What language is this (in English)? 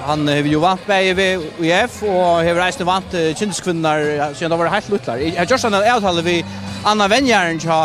Faroese